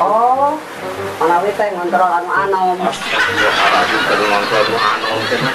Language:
Sundanese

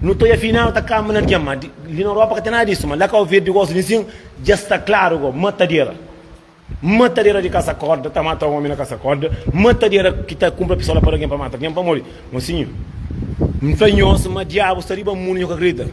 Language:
Kabuverdianu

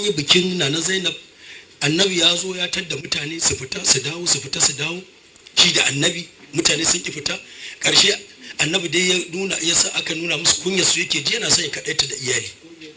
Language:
Hausa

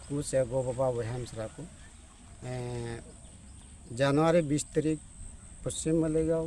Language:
Santali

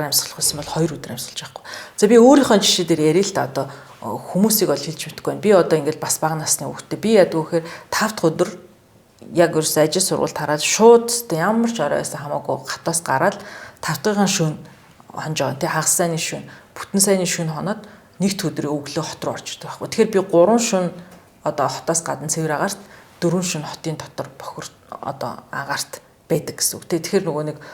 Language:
Mongolian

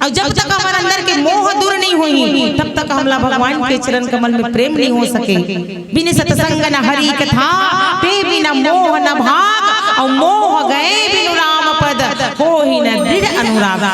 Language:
Chhattisgarhi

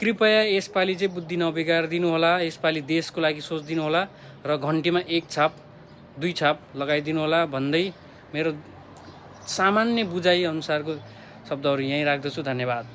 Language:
Nepali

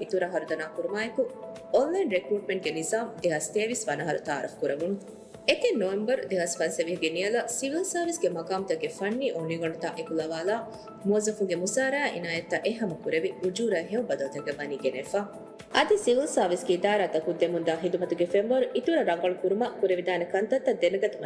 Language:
Divehi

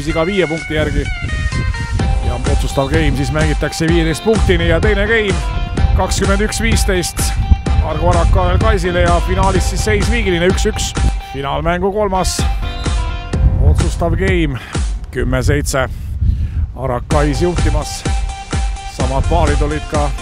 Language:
Estonian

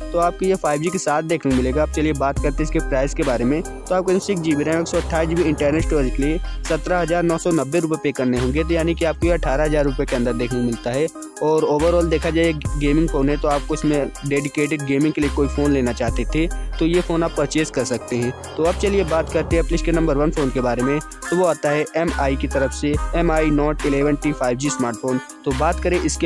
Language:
Hindi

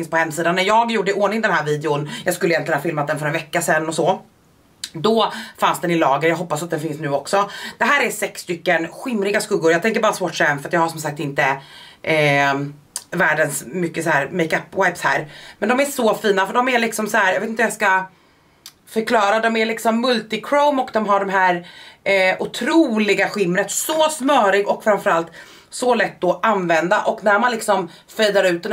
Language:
Swedish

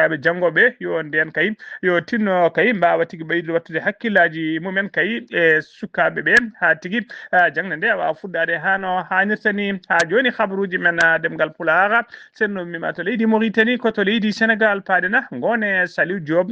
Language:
Fula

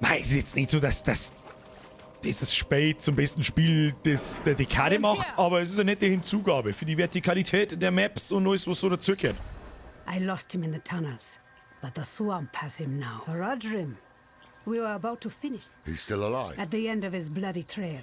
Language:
Bavarian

